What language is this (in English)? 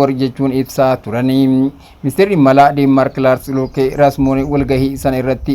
Oromo